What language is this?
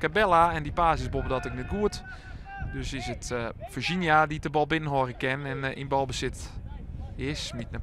Western Frisian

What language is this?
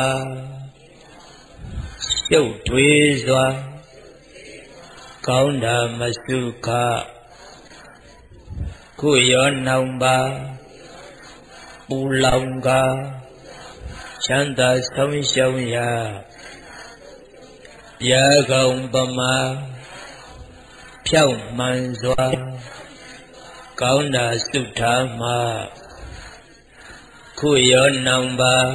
Burmese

